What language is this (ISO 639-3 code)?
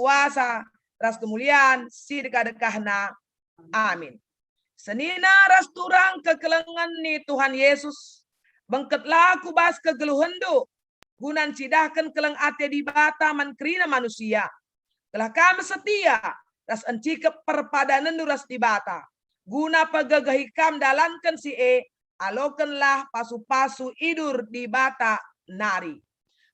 btx